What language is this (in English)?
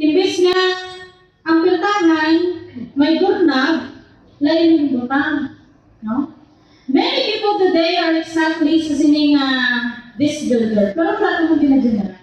Hiligaynon